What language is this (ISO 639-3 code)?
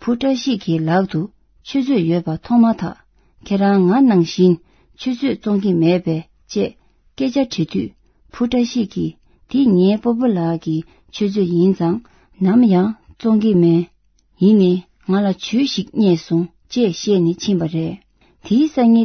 bod